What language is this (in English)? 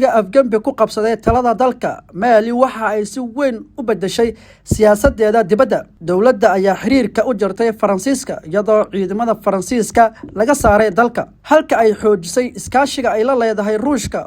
Somali